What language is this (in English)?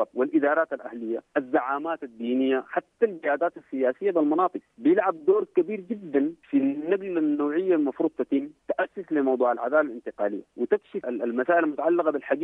Sudanese Arabic